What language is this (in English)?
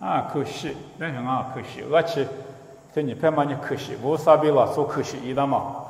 Lisu